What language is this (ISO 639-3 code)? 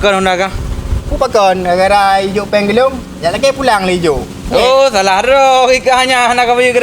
ace